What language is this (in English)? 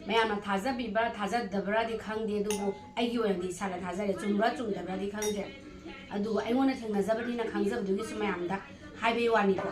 Manipuri